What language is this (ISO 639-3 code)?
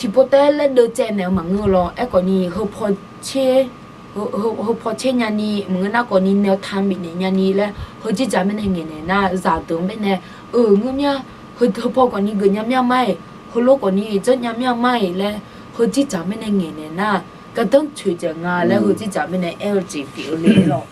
ahk